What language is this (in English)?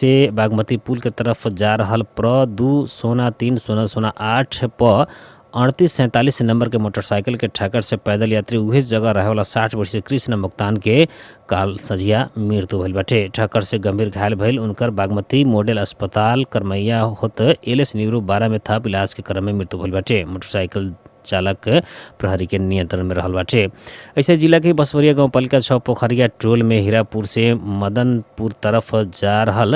Bhojpuri